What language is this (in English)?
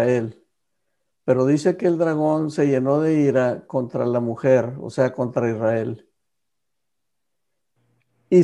Spanish